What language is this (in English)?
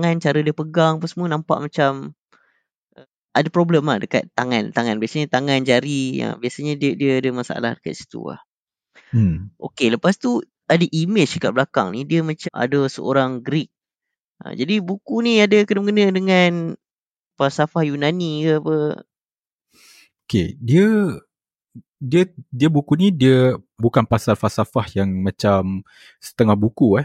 Malay